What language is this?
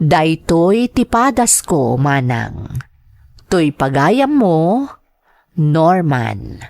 Iloko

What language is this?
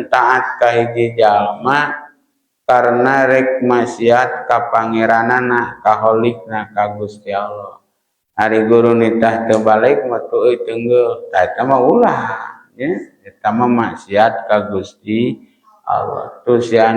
Sundanese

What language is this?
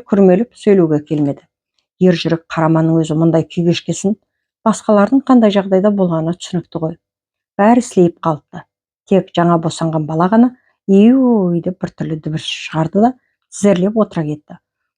Kazakh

